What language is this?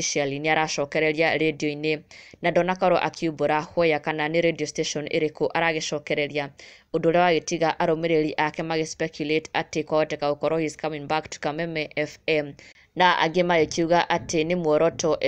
Kikuyu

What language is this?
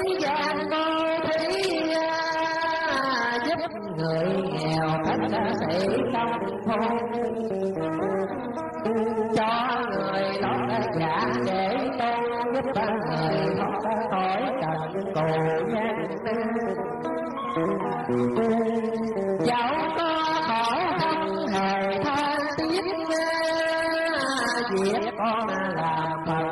Vietnamese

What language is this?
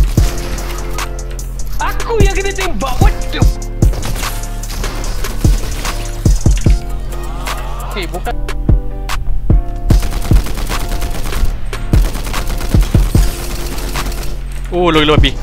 Malay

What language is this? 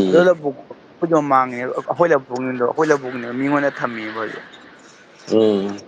Manipuri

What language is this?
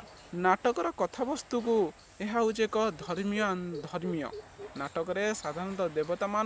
Odia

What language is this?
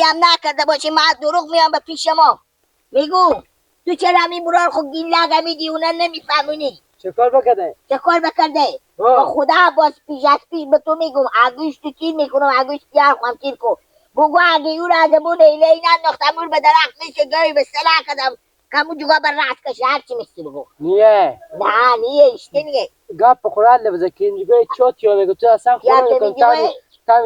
Persian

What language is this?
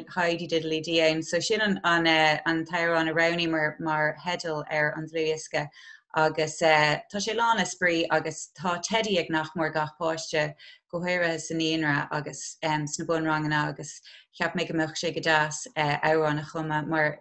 Irish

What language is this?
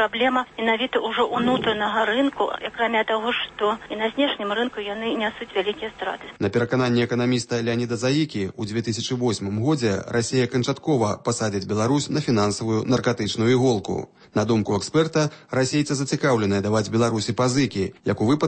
Belarusian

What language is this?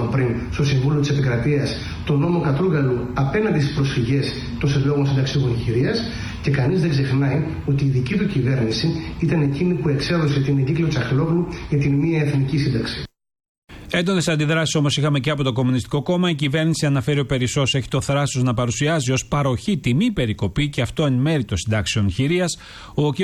Greek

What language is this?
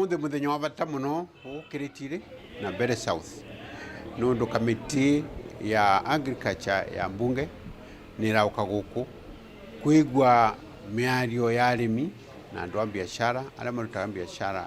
Meru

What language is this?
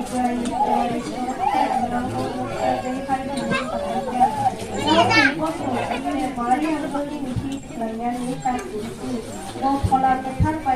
Kok Borok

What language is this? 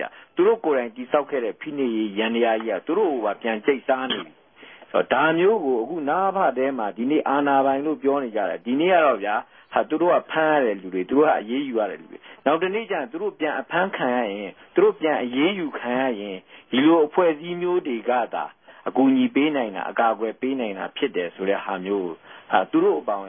Burmese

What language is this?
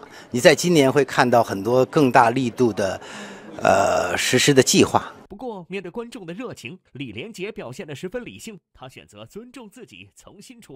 Chinese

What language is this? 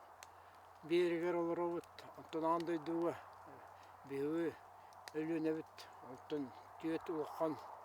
Yakut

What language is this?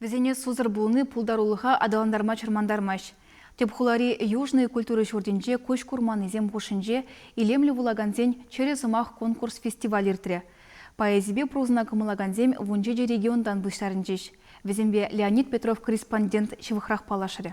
Chuvash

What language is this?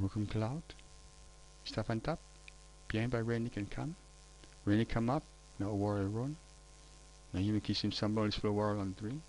Tok Pisin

